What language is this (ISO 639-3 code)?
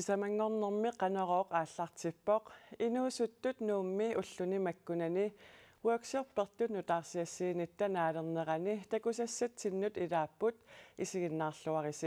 kal